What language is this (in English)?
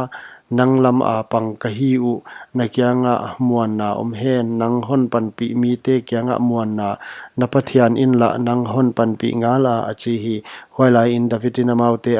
Paite Chin